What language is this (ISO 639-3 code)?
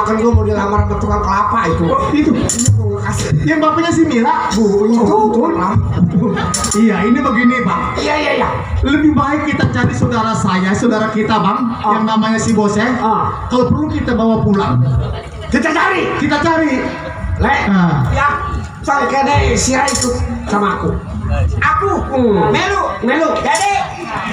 bew